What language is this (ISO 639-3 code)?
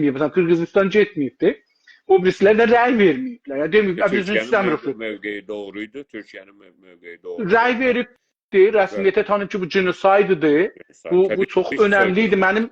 azb